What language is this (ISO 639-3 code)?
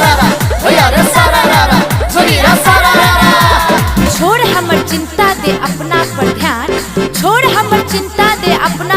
mai